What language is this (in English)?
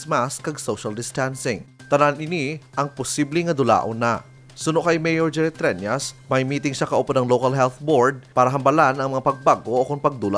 Hiligaynon